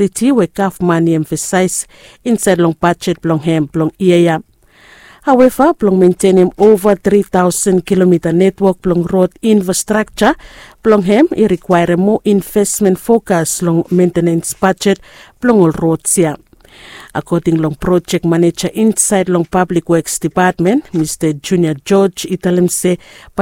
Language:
Bislama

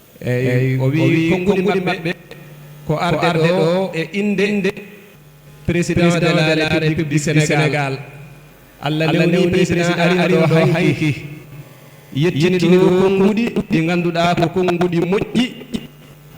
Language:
Fula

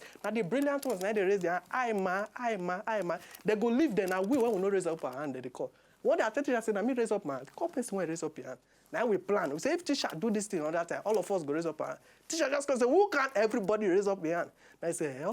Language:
Nigerian Pidgin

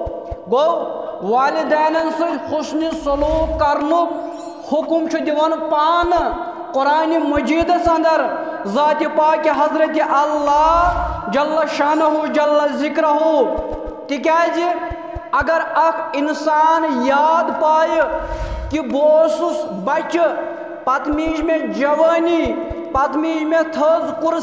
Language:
Kashmiri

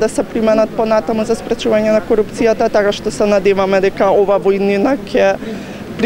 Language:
Macedonian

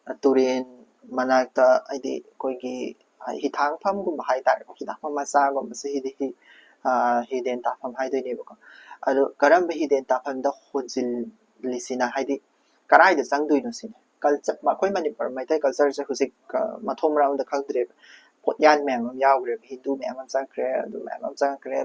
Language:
Manipuri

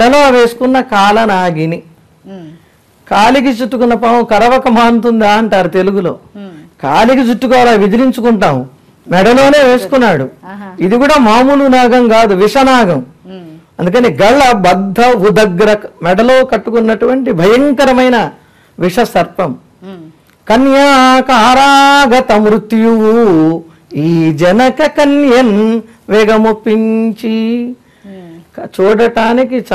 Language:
Telugu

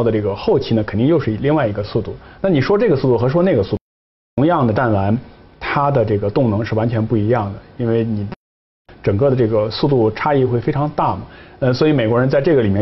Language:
Chinese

